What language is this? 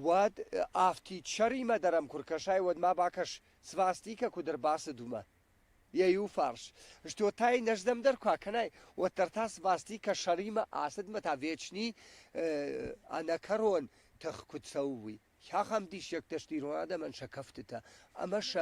Ossetic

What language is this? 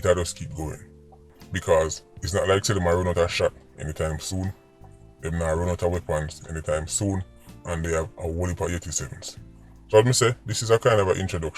Jamaican Creole English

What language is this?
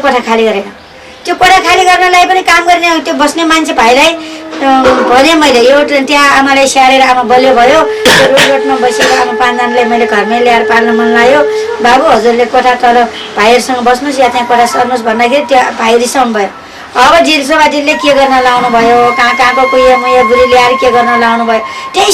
Nepali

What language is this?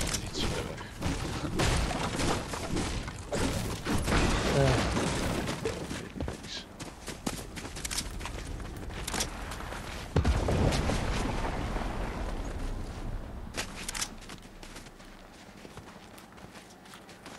Dutch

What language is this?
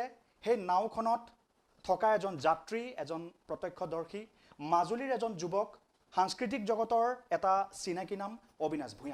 Assamese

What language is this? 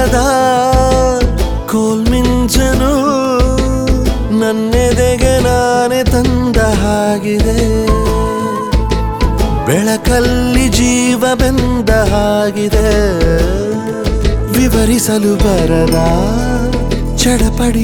Kannada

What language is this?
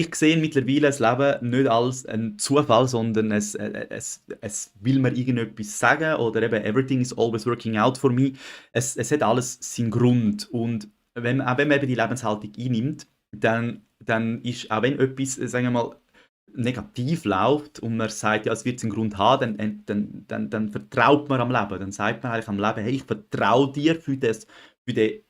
Swiss German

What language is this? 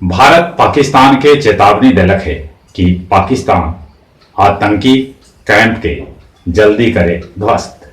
Magahi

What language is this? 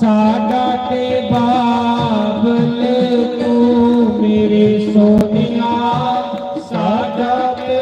Dogri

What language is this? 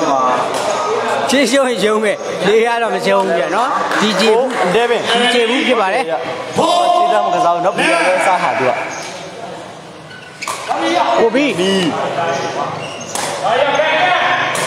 Burmese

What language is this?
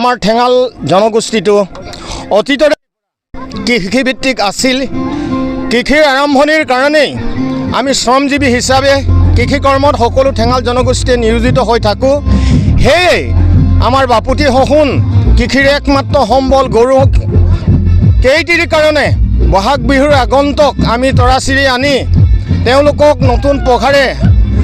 Karbi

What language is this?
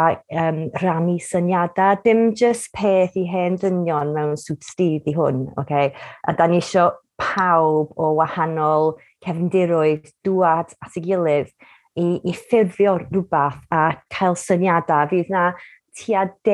Welsh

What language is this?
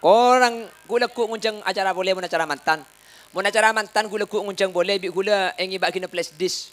Madurese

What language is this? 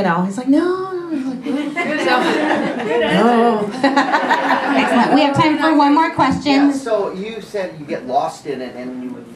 English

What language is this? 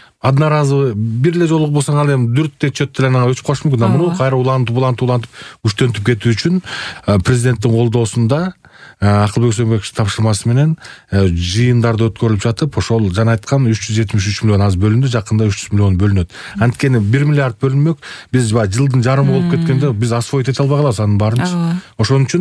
Kyrgyz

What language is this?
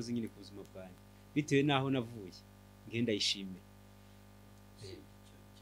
Kinyarwanda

